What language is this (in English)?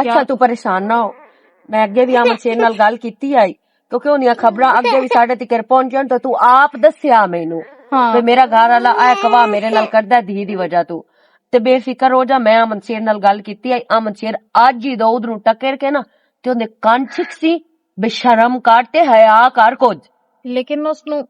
Western Panjabi